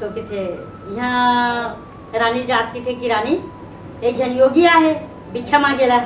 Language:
Chhattisgarhi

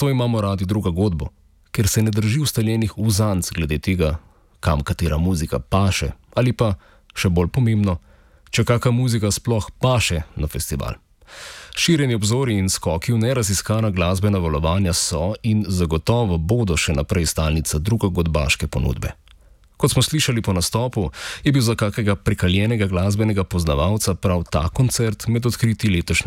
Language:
Slovenian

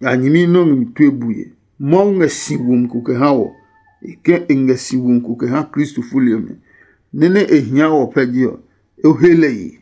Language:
Adangme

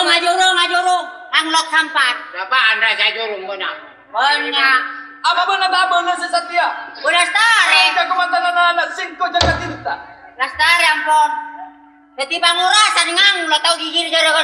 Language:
Madurese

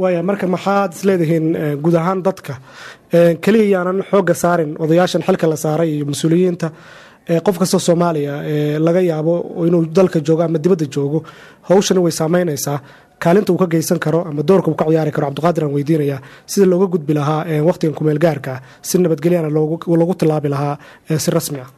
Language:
Somali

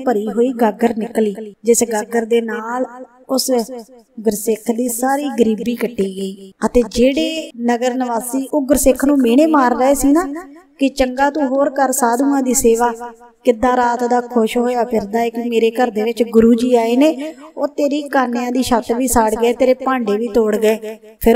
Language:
Punjabi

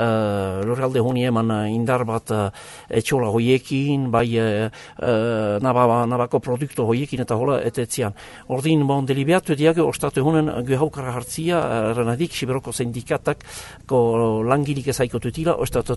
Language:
Basque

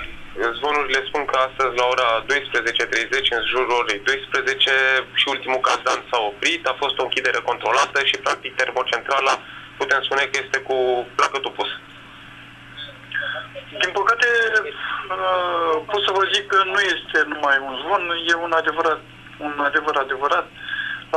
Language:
Romanian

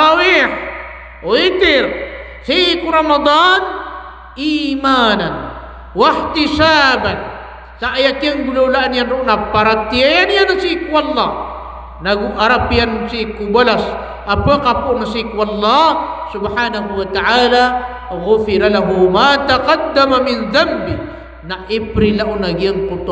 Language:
Maranao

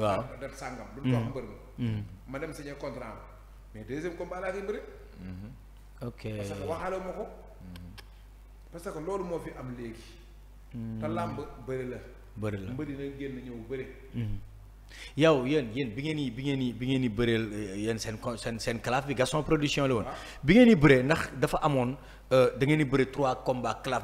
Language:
Wolof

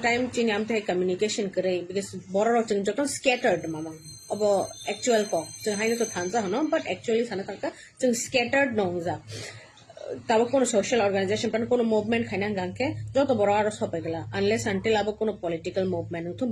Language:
Kok Borok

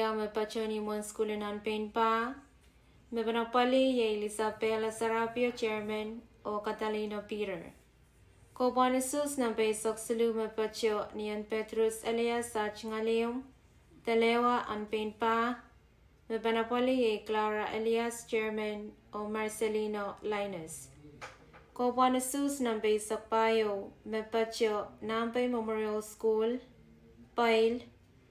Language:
Pohnpeian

